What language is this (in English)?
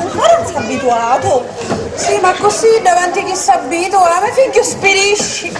Sicilian